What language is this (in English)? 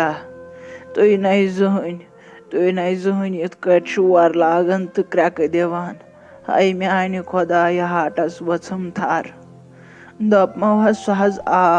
Kashmiri